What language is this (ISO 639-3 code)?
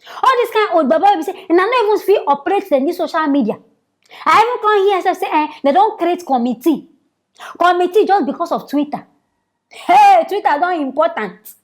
pcm